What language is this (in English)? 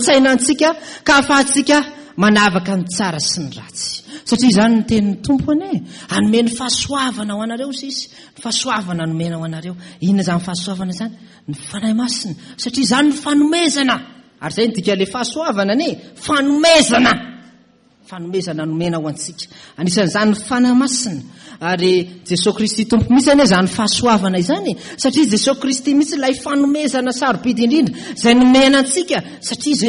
Malagasy